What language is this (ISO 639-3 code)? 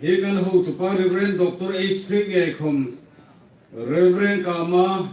hmr